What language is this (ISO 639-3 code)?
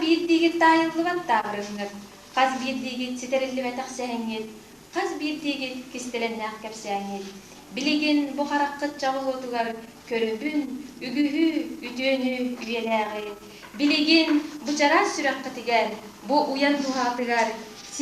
sah